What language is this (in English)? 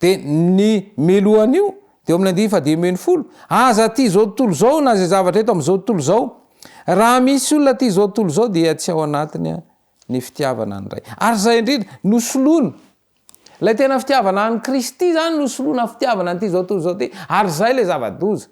Malagasy